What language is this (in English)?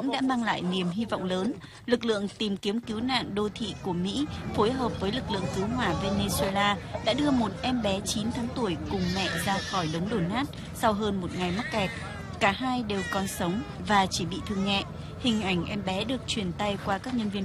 Vietnamese